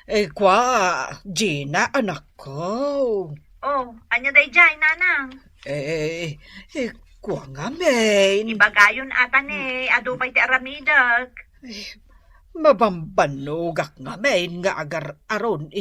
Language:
Iloko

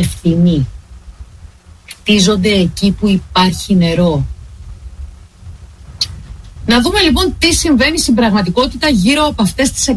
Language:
Greek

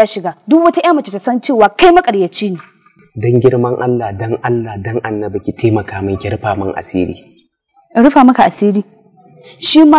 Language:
Hausa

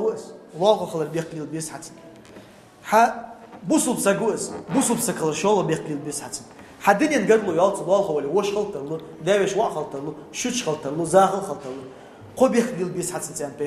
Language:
Ingush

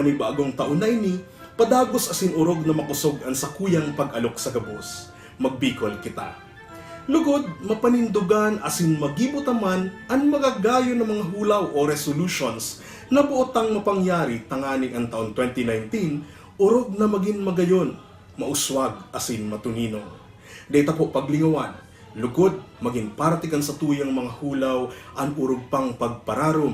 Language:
Bikol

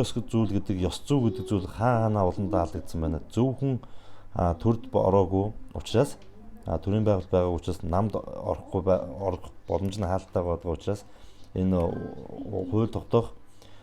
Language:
Mongolian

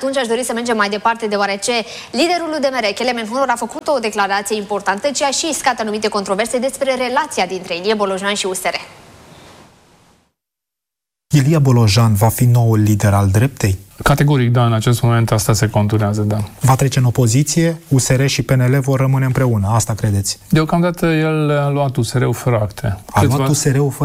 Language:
Romanian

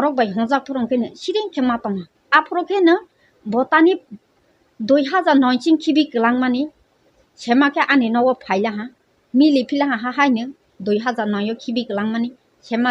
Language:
Kok Borok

